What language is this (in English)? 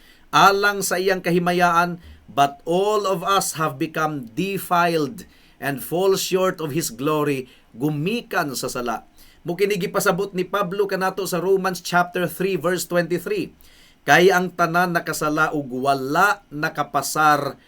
Cebuano